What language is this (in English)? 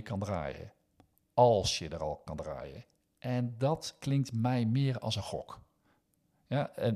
Dutch